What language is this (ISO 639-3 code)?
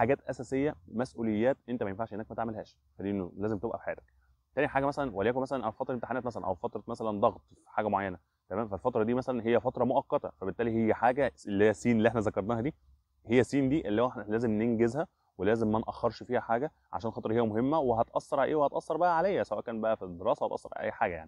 arz